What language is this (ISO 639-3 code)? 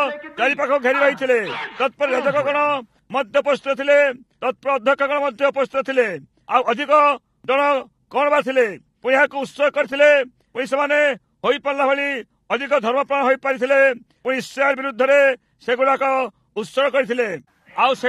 ori